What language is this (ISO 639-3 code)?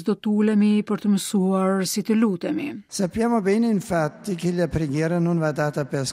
sqi